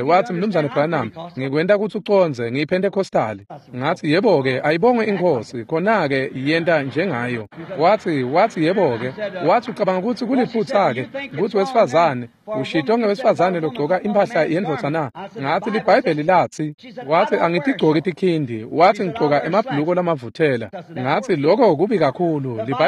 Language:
Swati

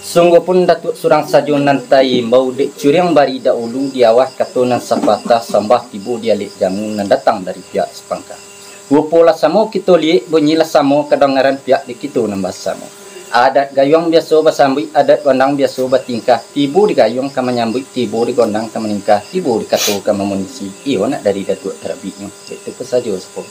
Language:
Minangkabau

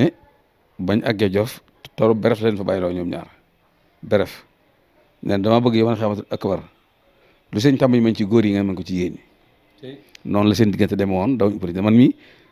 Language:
Wolof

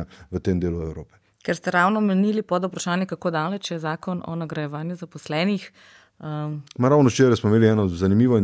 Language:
Slovenian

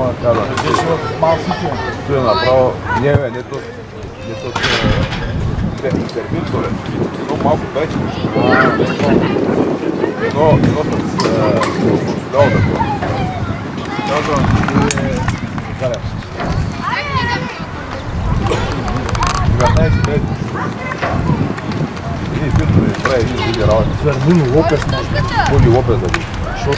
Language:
Bulgarian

